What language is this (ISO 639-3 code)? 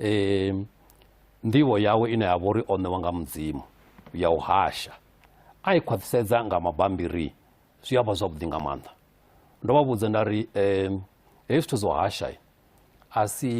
ven